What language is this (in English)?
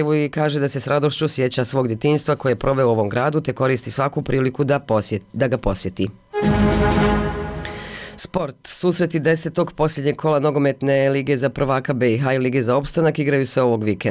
Bosnian